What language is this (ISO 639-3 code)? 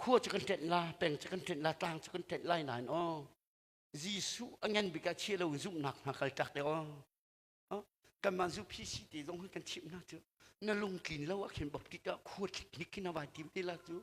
cnh